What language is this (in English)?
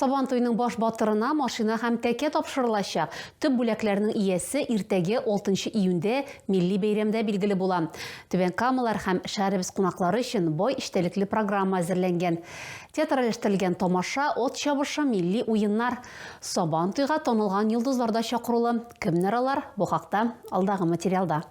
Tatar